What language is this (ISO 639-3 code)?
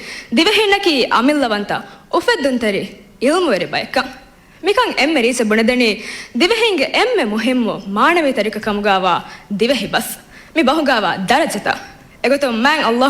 div